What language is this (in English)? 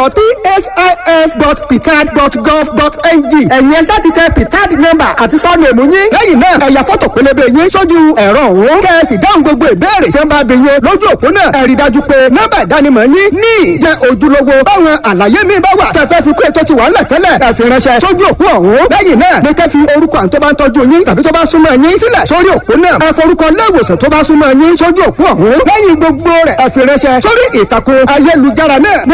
Yoruba